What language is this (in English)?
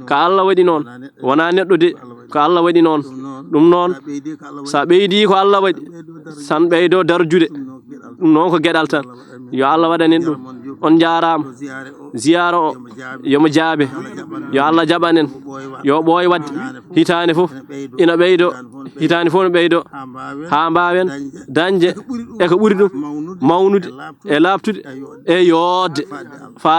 Fula